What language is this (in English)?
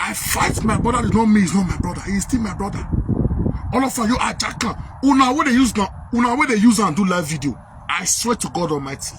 Nigerian Pidgin